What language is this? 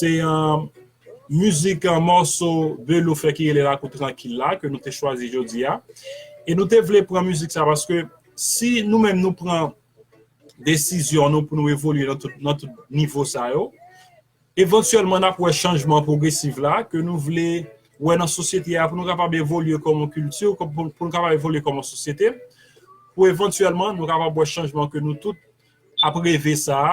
Haitian Creole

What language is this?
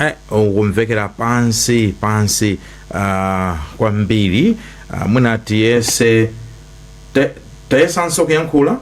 Nyanja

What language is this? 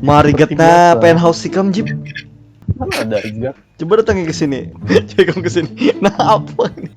Banjar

